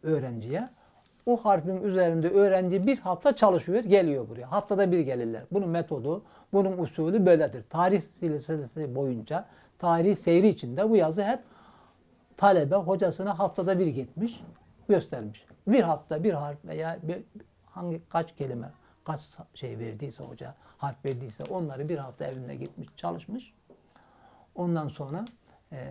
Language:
Turkish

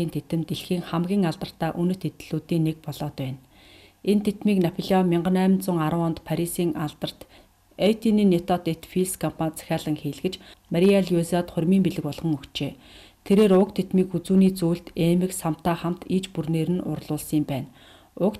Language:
Mongolian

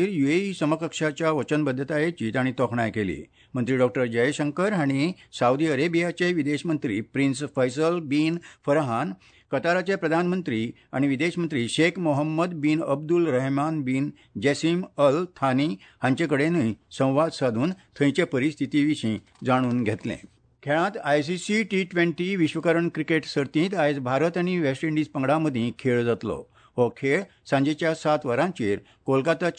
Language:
Konkani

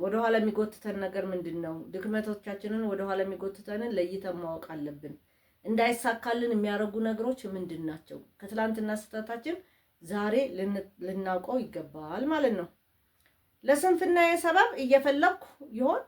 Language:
Amharic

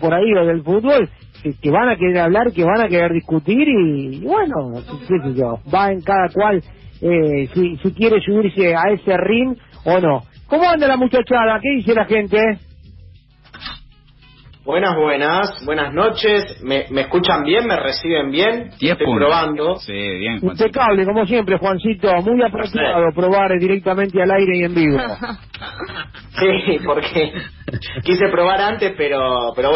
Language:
Spanish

